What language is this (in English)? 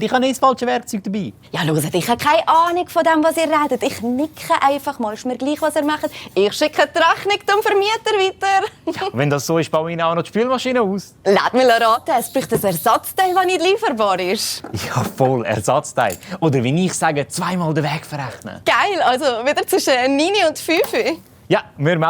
Swiss German